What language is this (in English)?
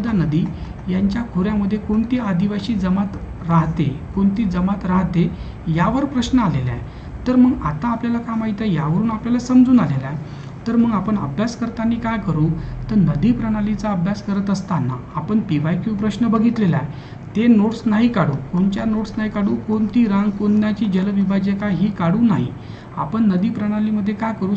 Marathi